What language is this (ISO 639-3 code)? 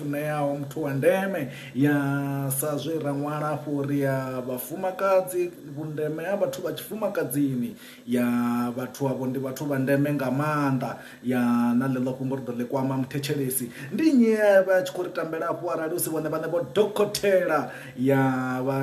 ven